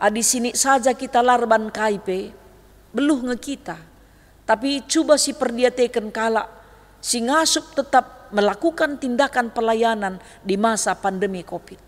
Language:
Batak Karo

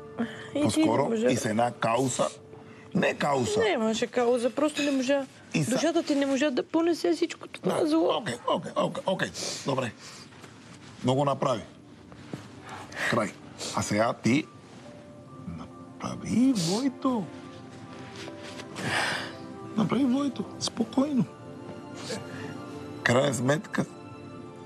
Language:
Bulgarian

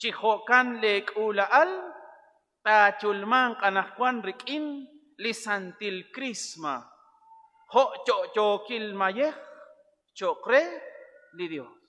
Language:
Kekchí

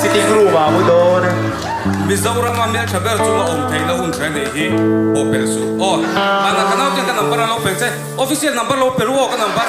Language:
Mizo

